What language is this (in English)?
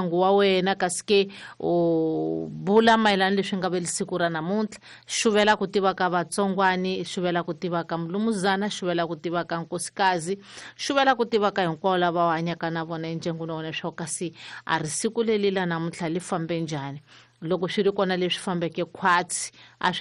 Tsonga